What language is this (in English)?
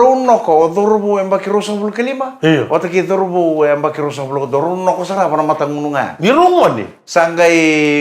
Fijian